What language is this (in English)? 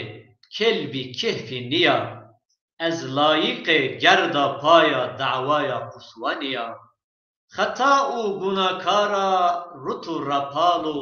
Zaza